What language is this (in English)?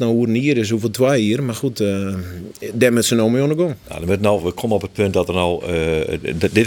Western Frisian